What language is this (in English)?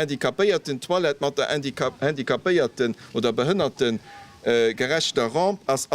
Luxembourgish